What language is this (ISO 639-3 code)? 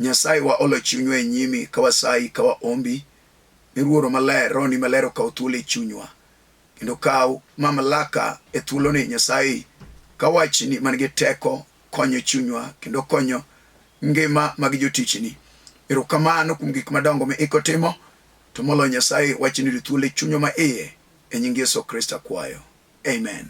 luo